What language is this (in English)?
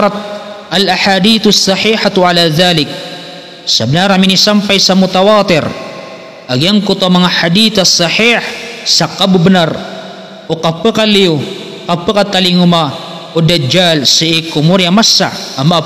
Maranao